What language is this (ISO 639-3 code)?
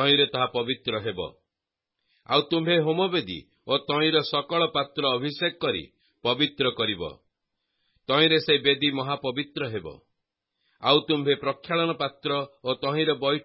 ori